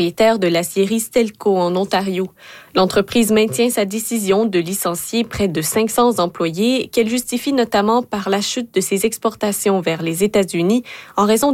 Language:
French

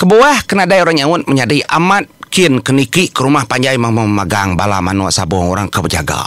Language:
Iban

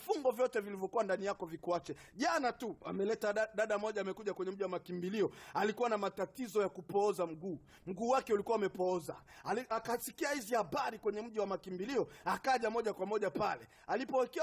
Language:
Swahili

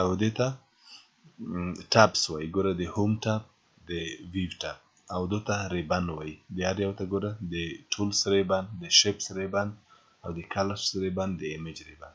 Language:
Pashto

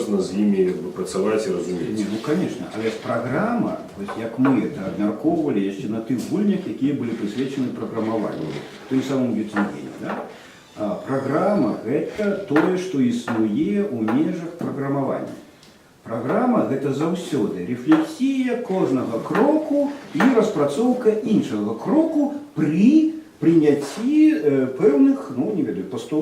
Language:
Belarusian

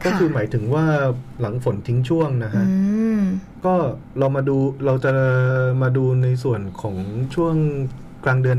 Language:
Thai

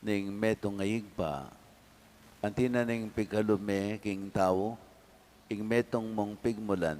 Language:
Pampanga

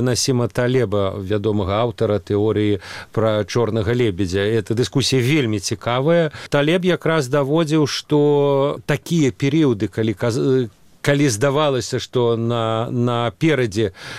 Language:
Belarusian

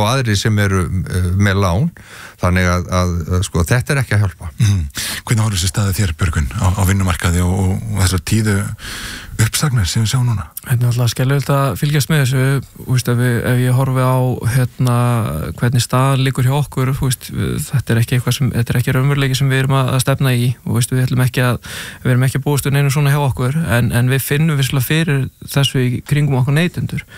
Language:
Icelandic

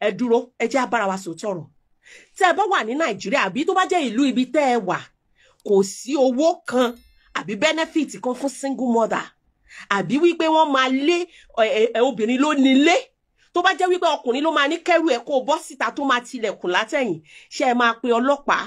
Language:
Yoruba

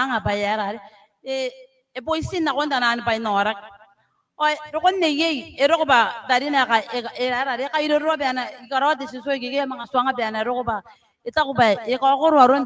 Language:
Gilbertese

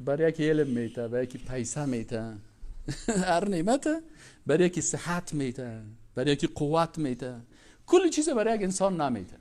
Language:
Persian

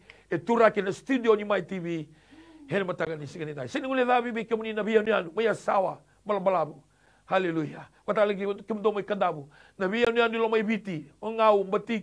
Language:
Fijian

